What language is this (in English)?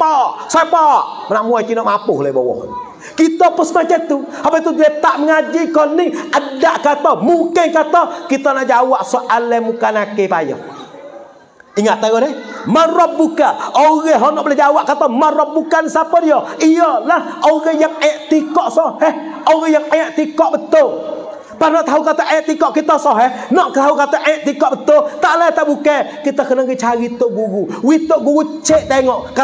Pattani Malay